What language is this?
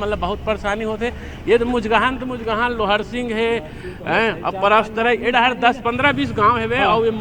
Chhattisgarhi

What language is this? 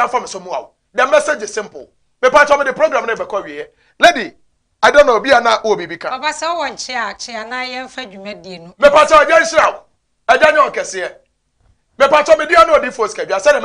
Akan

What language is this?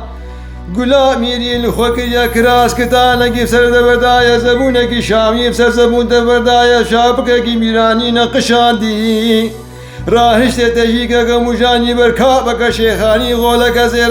Kurdish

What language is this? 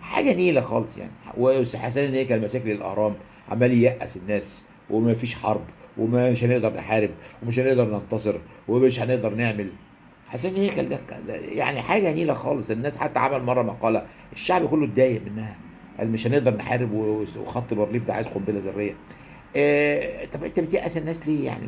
Egyptian Arabic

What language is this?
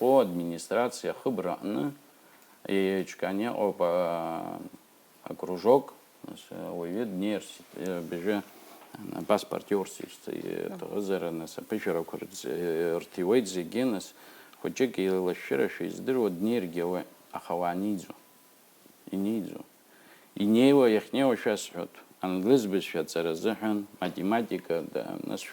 Abkhazian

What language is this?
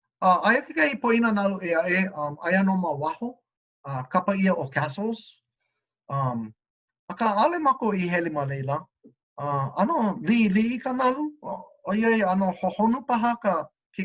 Hawaiian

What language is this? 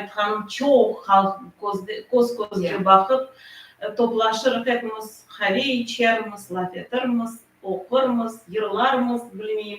Crimean Tatar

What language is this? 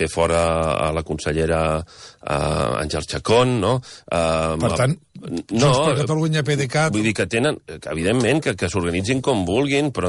Catalan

